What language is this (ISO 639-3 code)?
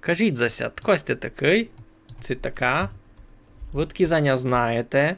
rue